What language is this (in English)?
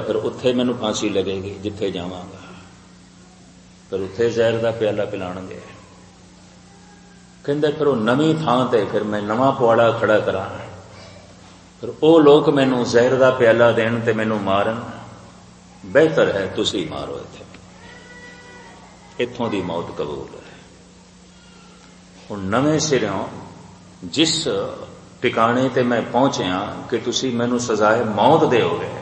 Punjabi